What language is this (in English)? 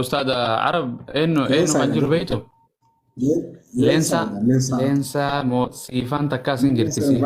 Oromo